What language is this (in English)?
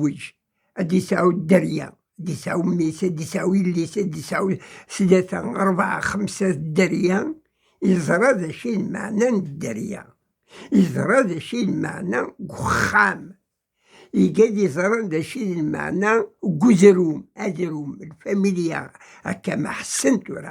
Kabyle